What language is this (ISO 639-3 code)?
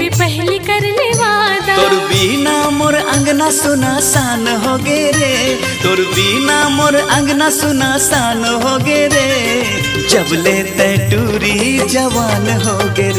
hne